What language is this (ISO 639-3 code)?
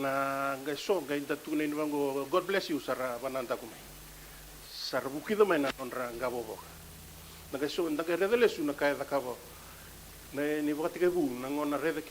fij